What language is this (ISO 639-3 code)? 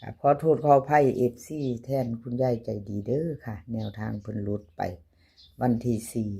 tts